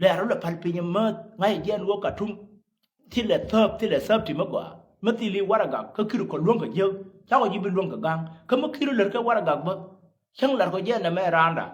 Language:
Nuer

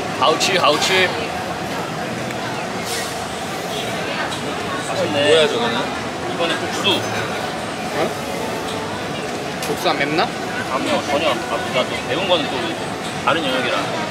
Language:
Korean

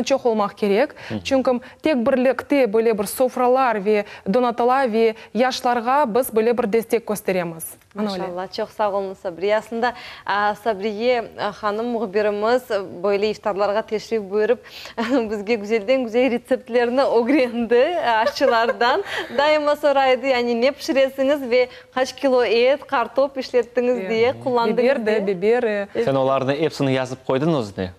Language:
Crimean Tatar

